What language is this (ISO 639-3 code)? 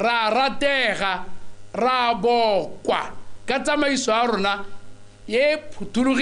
tsn